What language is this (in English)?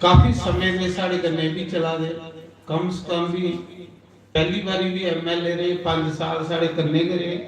Dogri